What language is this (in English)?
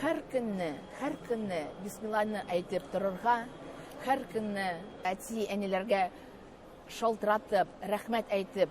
Tatar